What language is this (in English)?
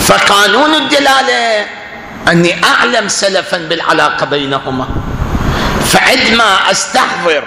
Mesopotamian Arabic